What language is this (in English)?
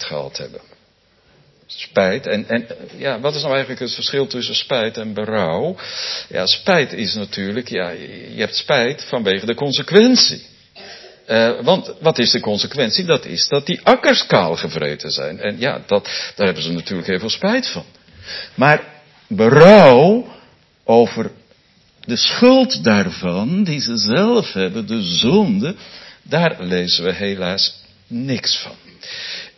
Dutch